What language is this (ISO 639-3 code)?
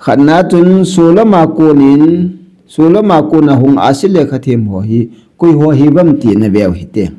tcz